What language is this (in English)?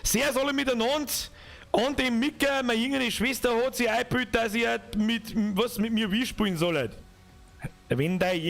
Bavarian